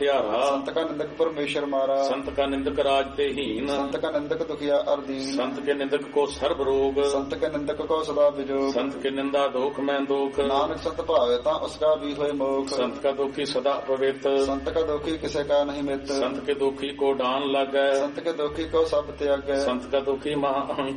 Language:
Punjabi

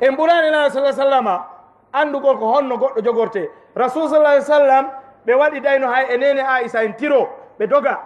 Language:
Fula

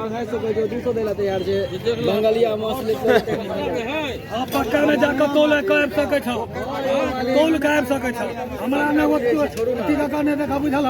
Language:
Maithili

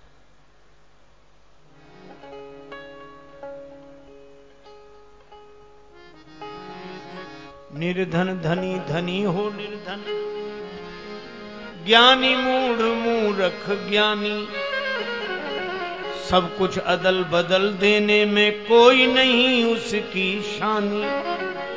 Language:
Hindi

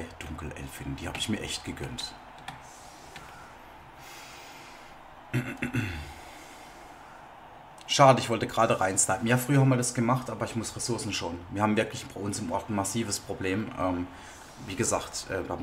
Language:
German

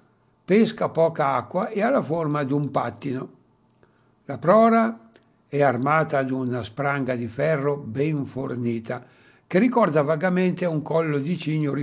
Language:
Italian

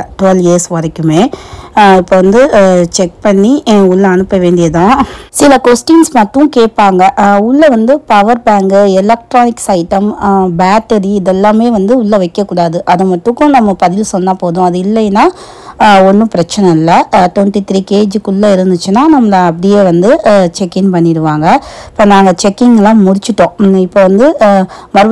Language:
Tamil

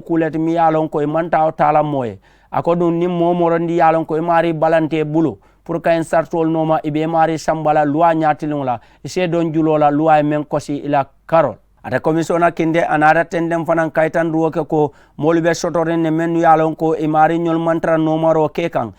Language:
Mandingo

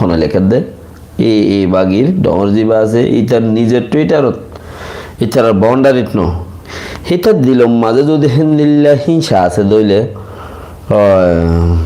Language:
Rohingya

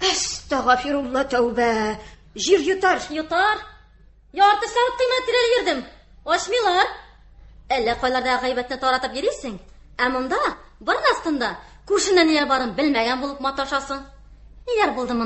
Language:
Tatar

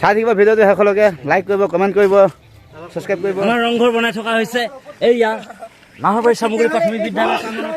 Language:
Assamese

